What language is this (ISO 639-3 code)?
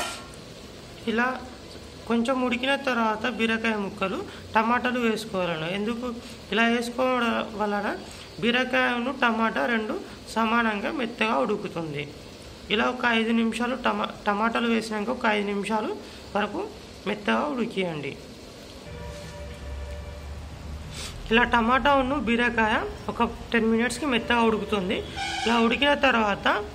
tel